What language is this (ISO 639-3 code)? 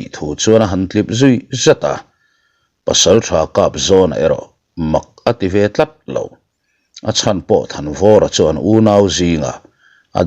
lus